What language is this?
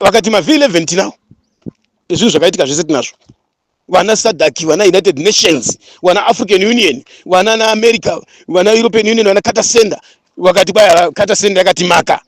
Shona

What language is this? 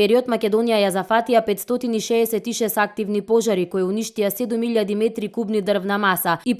Macedonian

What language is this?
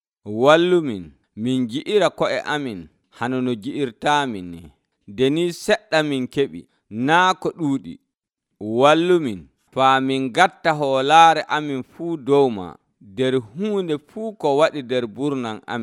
Nigerian Fulfulde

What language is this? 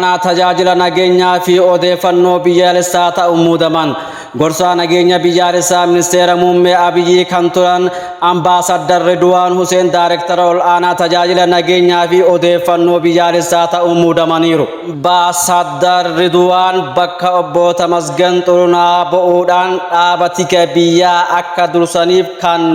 Oromo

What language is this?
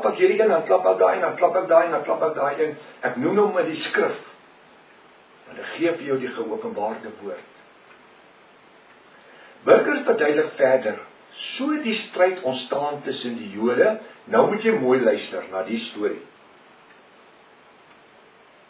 Afrikaans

